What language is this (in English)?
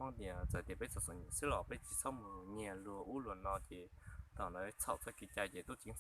Hmong